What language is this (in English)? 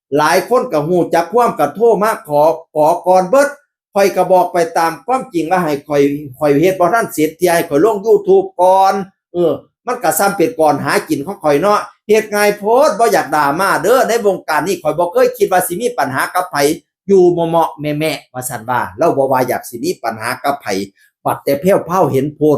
Northeastern Thai